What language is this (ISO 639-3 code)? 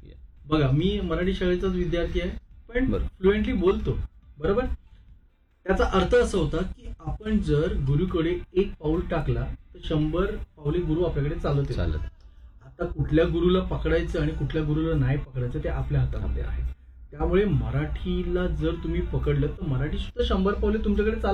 mar